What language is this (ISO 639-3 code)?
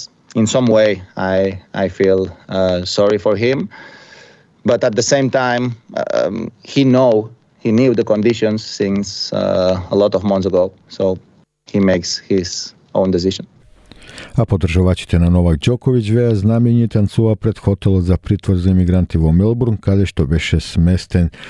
mkd